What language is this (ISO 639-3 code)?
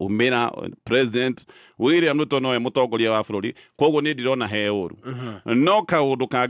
kik